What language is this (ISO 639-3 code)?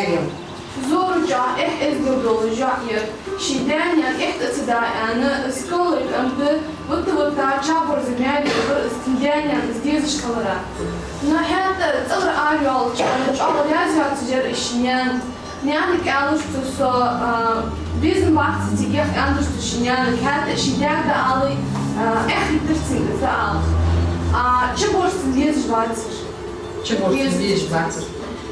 inh